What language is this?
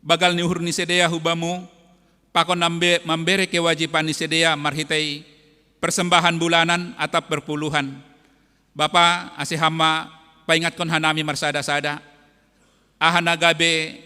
Batak Simalungun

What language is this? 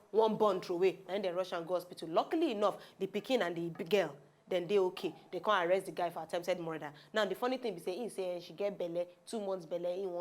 Nigerian Pidgin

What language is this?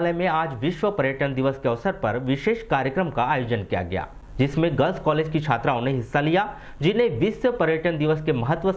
Hindi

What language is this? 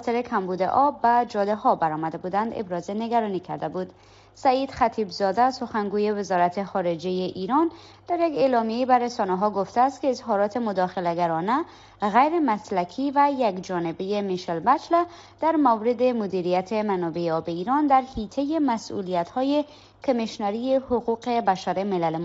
Persian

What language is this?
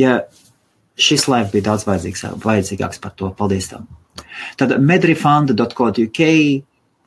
Latvian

